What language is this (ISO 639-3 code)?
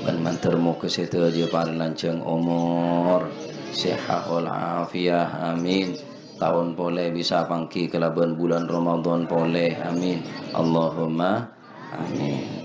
mad